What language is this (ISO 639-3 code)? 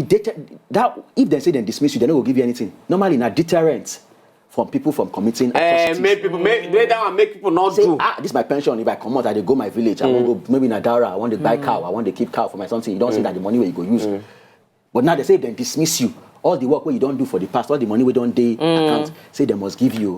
pcm